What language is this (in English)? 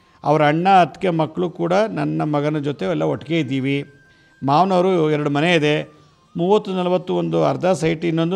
Kannada